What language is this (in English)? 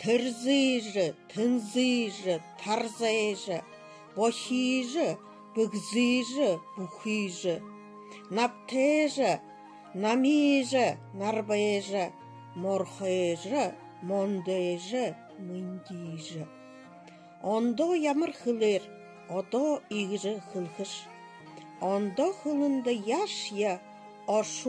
Buriat